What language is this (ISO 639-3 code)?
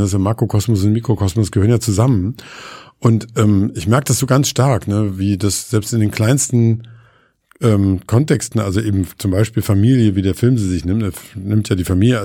deu